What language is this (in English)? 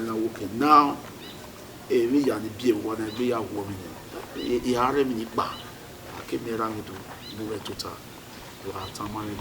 Bini